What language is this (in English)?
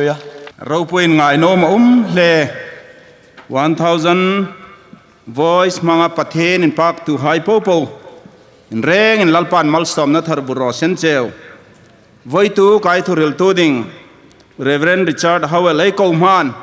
Hmar